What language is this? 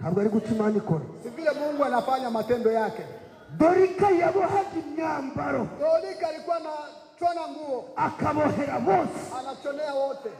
Kinyarwanda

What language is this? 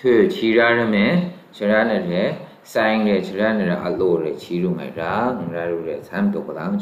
Maru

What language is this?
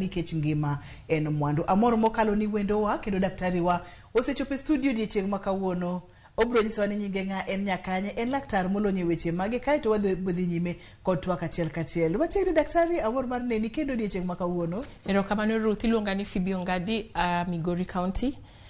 Luo (Kenya and Tanzania)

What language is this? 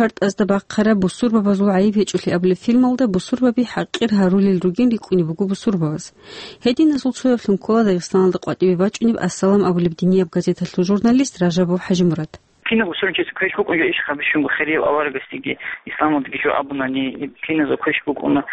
Avaric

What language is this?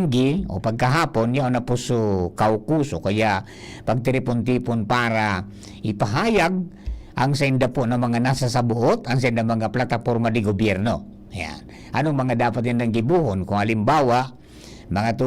Bikol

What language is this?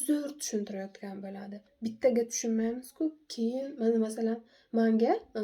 Uzbek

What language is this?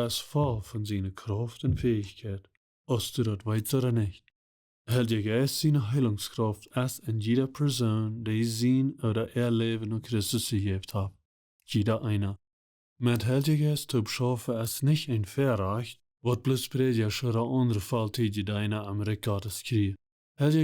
Plautdietsch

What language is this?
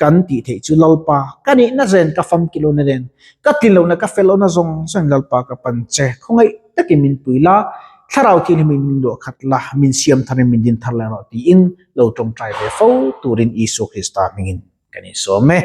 Mizo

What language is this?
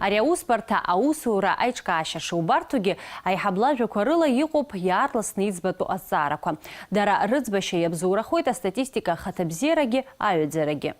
Abkhazian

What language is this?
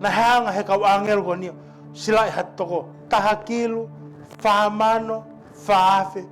Tongan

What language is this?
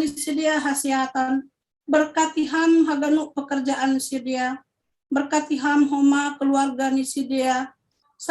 Batak Simalungun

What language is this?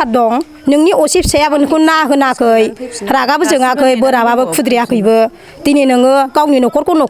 Bodo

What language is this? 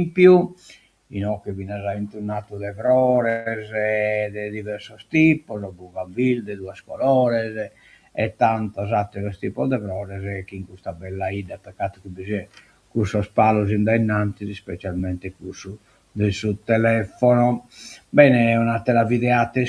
Sardinian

